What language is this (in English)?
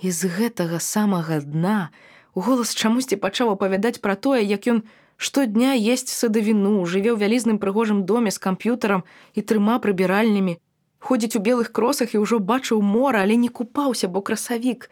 Belarusian